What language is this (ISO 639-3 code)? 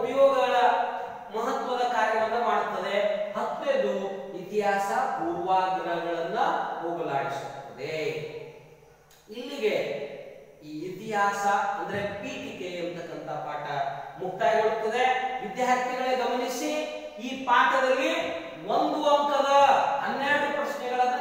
kan